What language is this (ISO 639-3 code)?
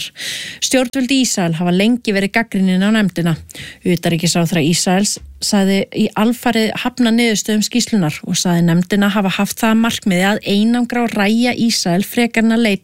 isl